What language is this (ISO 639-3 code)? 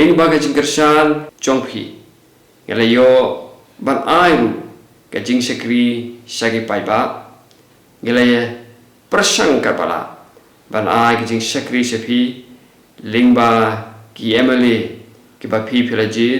kha